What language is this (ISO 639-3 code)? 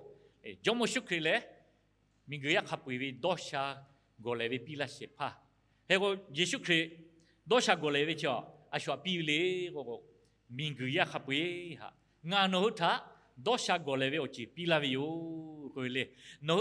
lhu